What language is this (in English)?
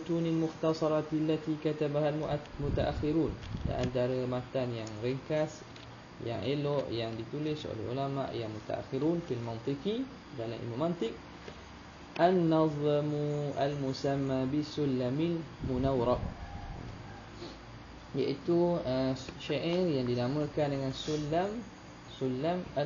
Malay